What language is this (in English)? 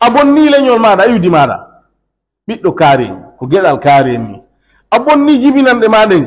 Pular